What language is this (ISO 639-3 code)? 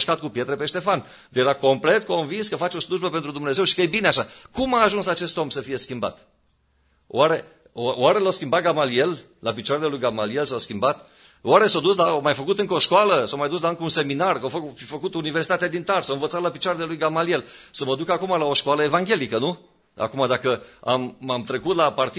ron